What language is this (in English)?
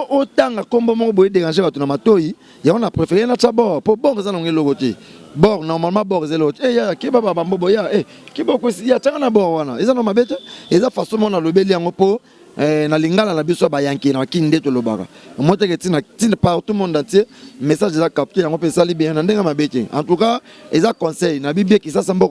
Lingala